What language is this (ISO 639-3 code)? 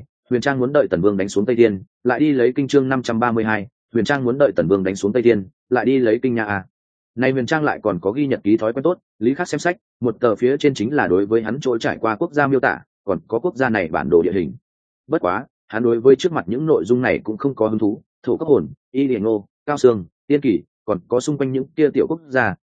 vie